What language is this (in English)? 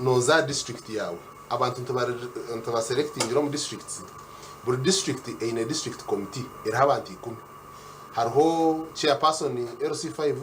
Nyankole